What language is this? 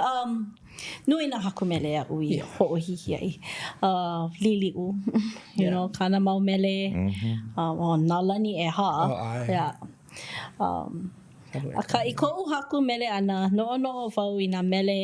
Hawaiian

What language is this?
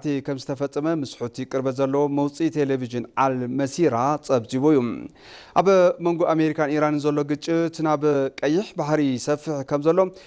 Tigrinya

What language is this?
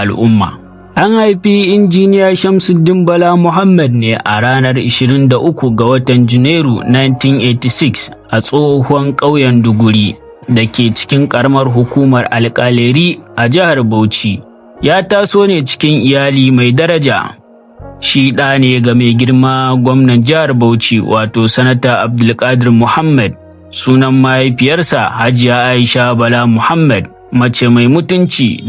Hausa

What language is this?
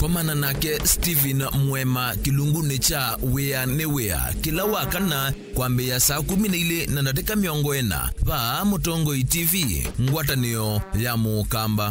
Kamba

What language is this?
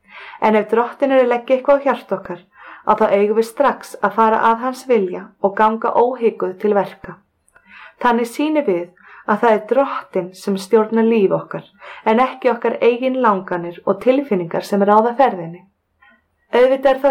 Icelandic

